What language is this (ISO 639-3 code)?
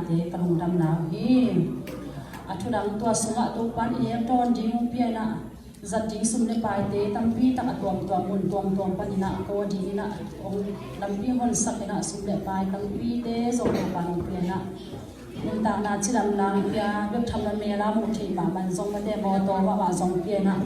ctd